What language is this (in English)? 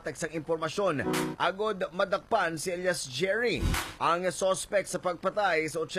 Hiligaynon